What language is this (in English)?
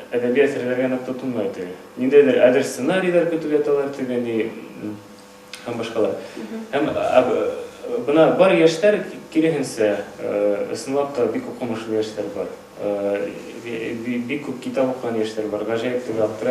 Bashkir